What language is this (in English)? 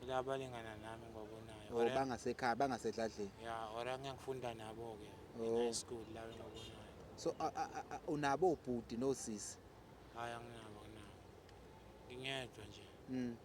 Zulu